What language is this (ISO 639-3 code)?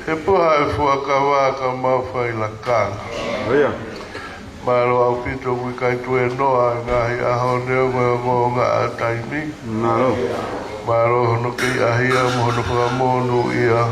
ton